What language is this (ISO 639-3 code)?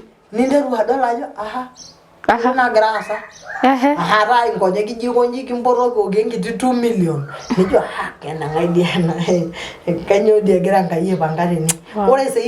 mas